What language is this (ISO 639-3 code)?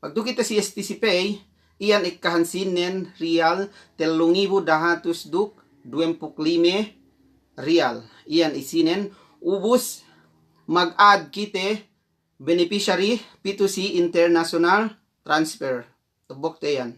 yka